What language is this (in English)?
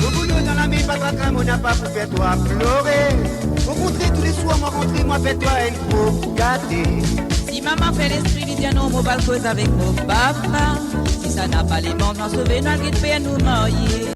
Morisyen